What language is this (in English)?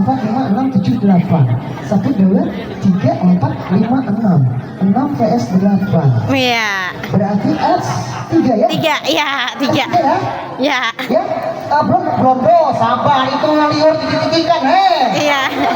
Banjar